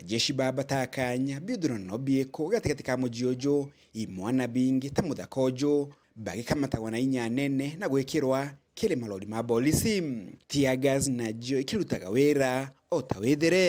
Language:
Meru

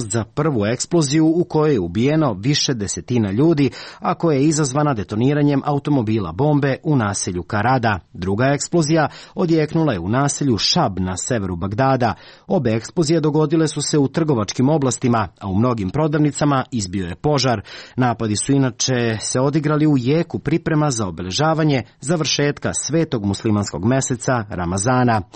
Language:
Serbian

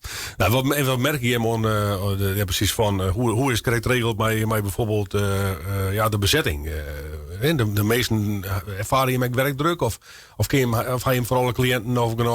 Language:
Western Frisian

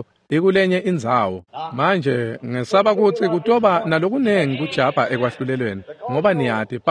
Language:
Swati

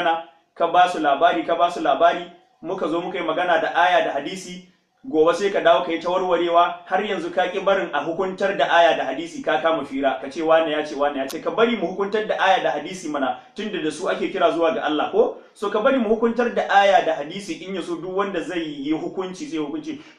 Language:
Hausa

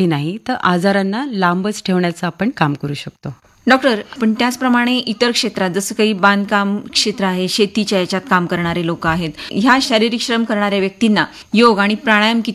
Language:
Marathi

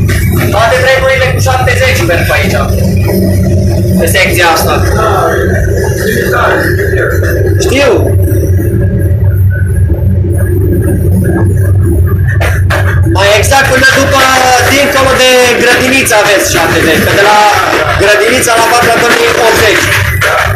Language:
Romanian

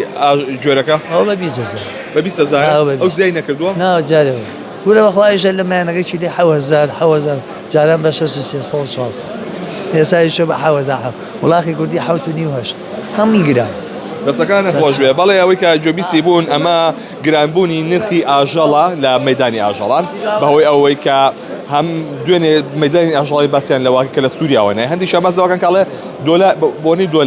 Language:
Central Kurdish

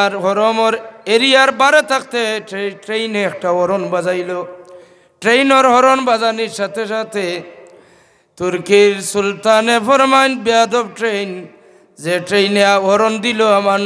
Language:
Sylheti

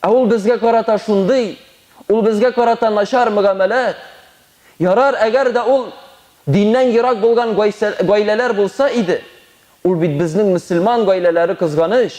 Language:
Tatar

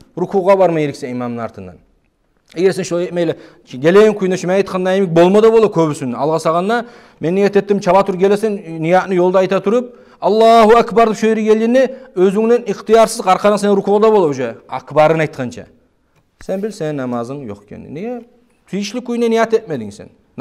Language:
Kumyk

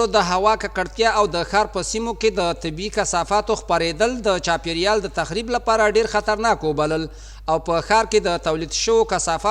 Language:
Pashto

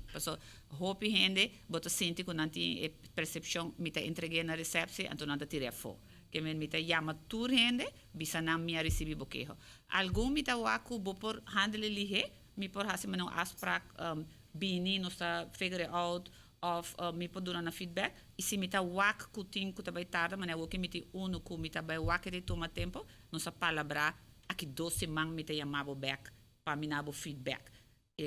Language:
Papiamento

